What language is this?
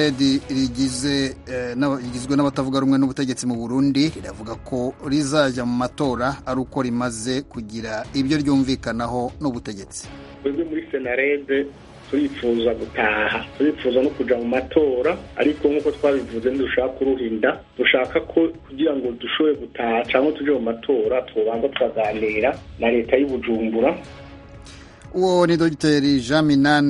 Kinyarwanda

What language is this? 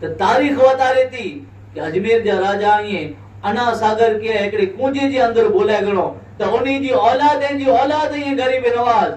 Kachhi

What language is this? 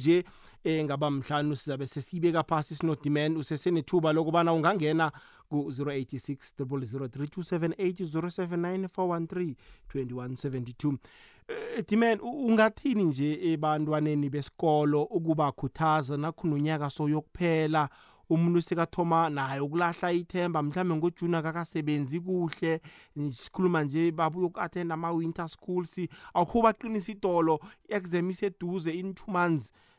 South Ndebele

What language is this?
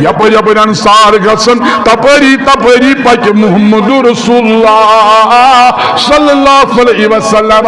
Kashmiri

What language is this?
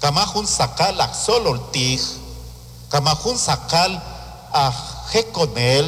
Kekchí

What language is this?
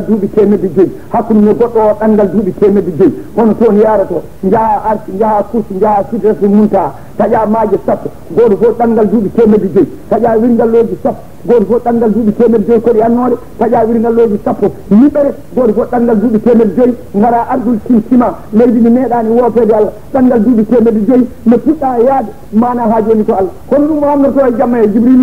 Fula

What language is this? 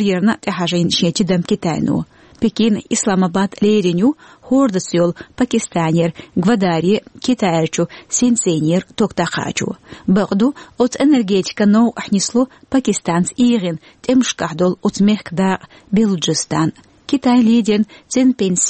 Chechen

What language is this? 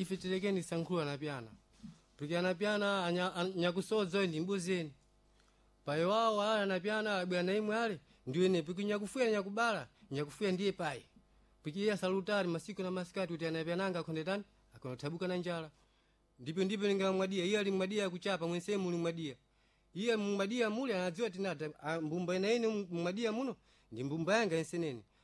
Sena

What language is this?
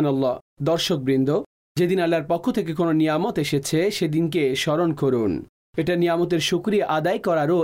Bangla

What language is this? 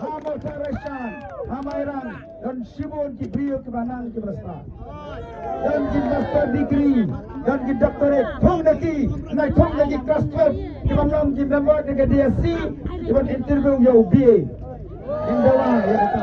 Khasi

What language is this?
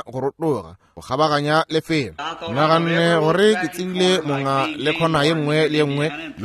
Northern Sotho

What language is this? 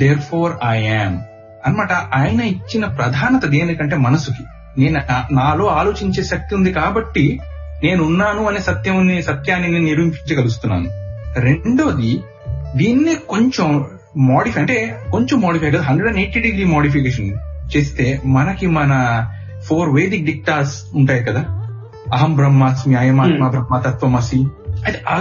Telugu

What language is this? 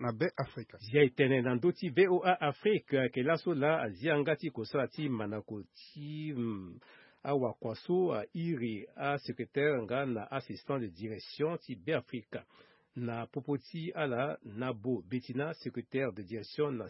Sango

